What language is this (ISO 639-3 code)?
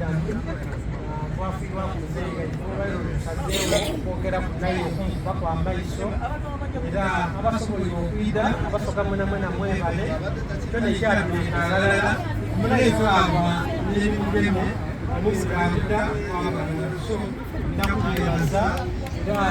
xog